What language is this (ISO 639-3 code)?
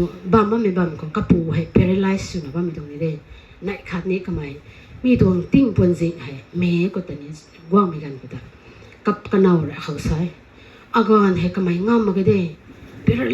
nbu